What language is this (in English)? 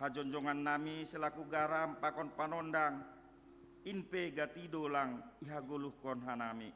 Batak Simalungun